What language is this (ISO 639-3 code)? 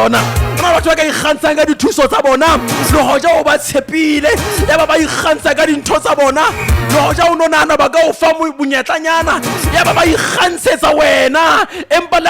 sot